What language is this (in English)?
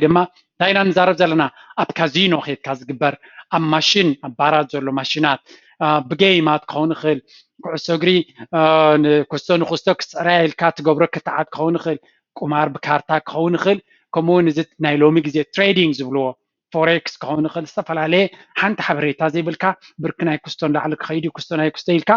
Tigrinya